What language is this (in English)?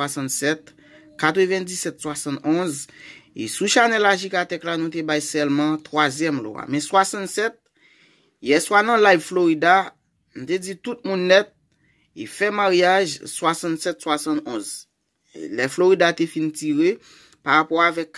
Haitian Creole